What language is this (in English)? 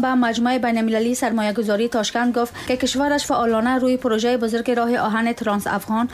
Tajik